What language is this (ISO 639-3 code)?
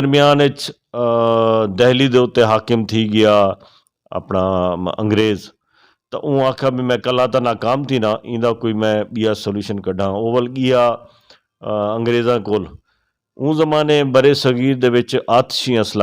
skr